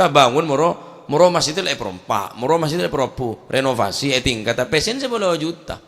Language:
Madurese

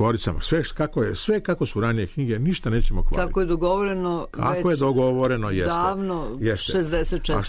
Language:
Serbian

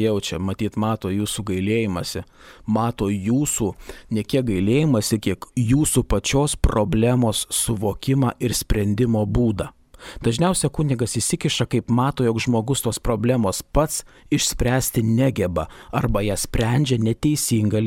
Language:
Lithuanian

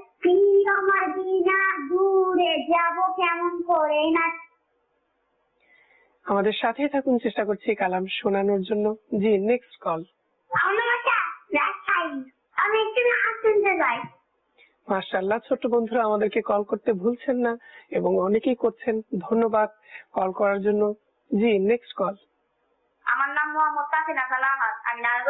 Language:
Bangla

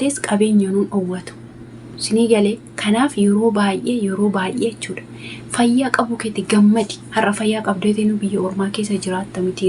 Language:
Oromo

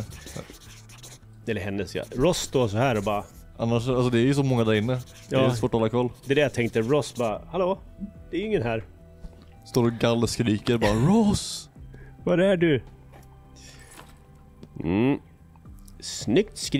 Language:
Swedish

